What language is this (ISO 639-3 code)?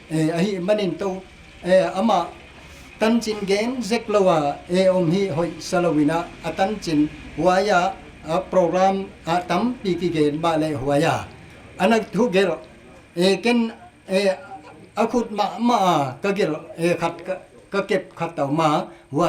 pck